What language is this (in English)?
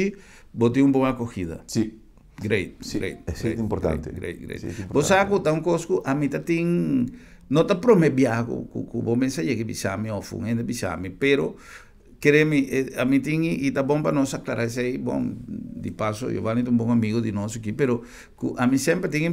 Papiamento